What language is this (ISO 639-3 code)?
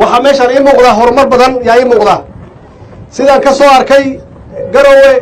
som